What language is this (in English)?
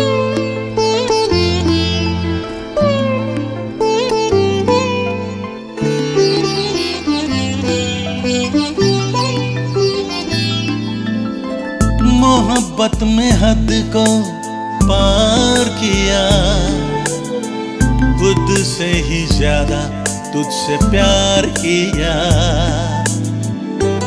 Hindi